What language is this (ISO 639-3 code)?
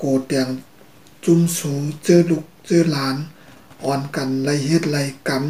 shn